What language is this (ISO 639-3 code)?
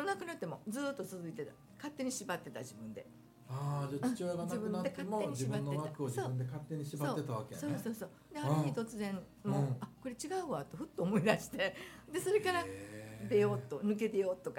jpn